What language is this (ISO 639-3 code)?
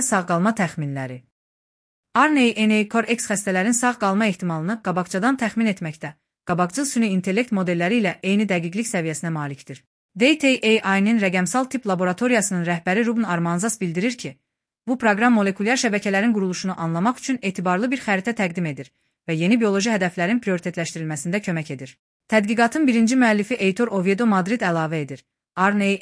aze